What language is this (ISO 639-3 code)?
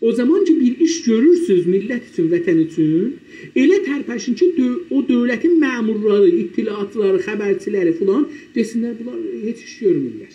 azb